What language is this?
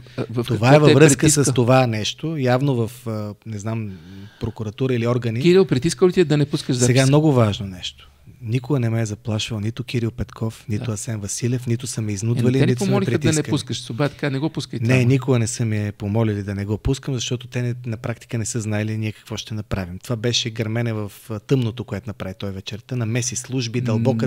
Bulgarian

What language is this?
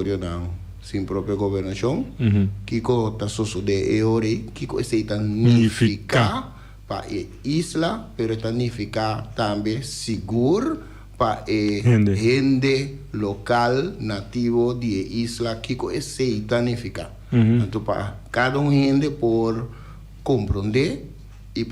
Papiamento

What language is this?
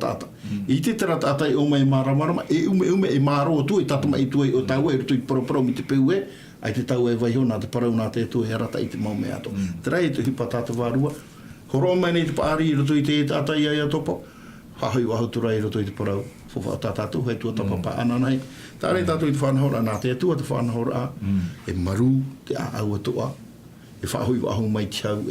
Tahitian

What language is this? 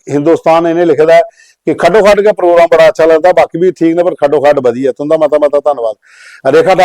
Dogri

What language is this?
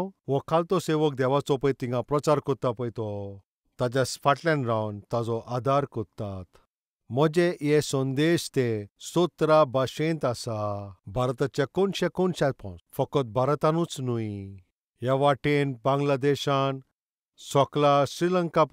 Konkani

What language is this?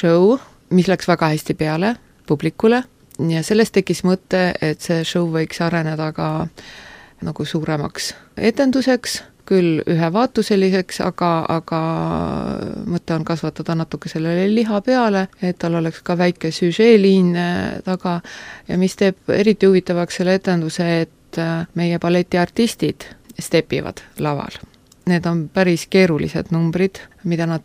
Estonian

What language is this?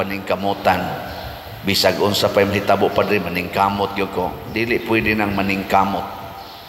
Cebuano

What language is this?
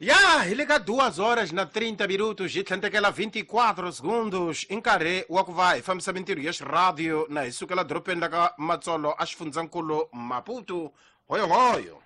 Tsonga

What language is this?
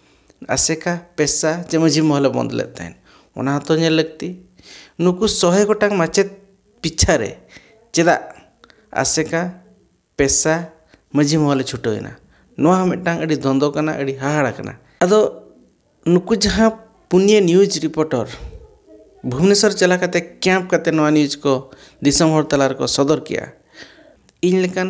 Santali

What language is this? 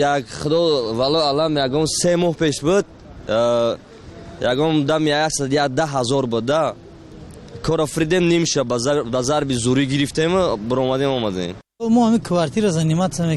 Tajik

